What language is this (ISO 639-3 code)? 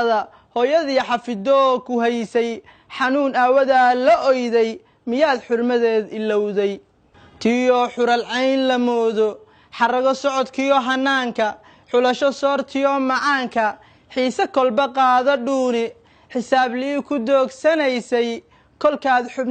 som